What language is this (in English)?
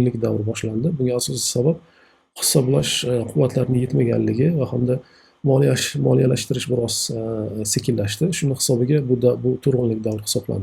Uzbek